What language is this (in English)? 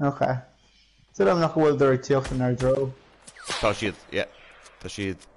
Irish